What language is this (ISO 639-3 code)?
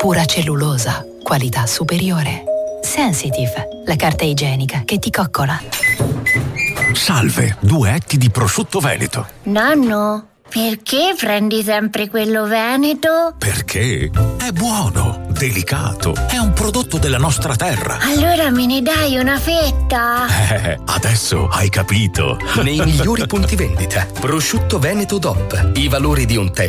ita